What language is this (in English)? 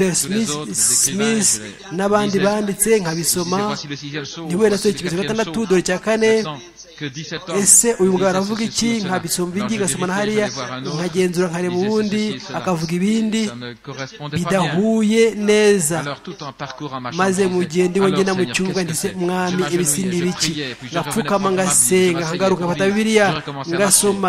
Kinyarwanda